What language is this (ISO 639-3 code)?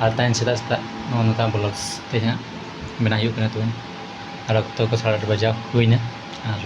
sat